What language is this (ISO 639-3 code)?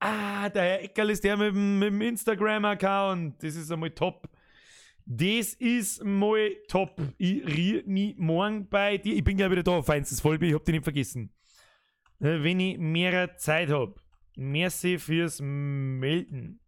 bar